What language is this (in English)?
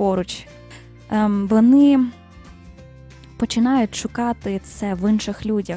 Ukrainian